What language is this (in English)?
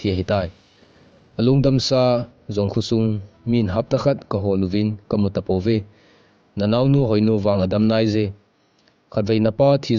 Thado Chin